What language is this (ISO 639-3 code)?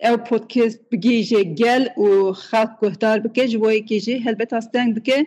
kur